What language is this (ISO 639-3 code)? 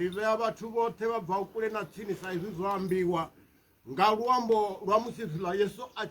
ven